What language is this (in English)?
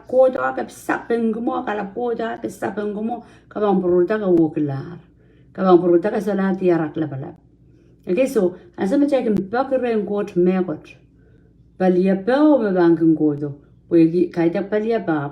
Pohnpeian